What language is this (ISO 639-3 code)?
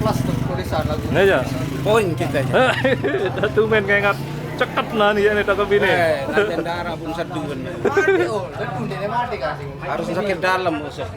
sas